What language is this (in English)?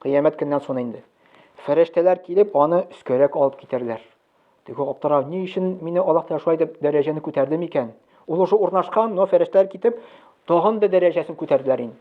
Tatar